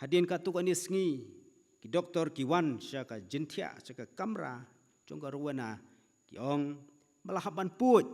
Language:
Khasi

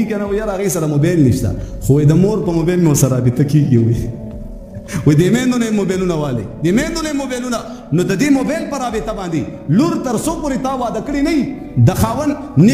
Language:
Pashto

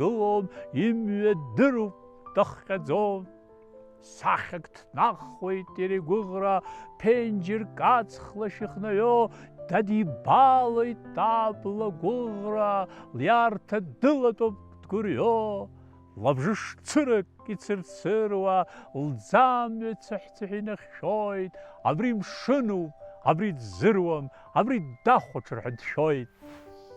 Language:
Abkhazian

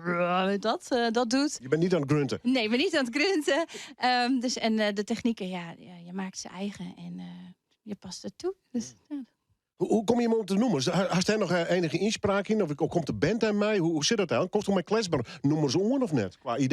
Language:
Western Frisian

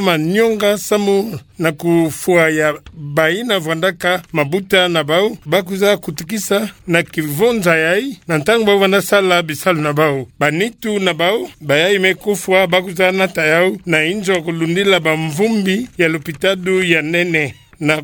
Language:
Kituba (Democratic Republic of Congo)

